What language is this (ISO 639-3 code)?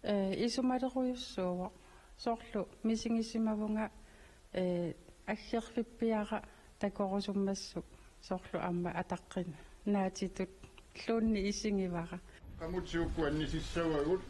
kal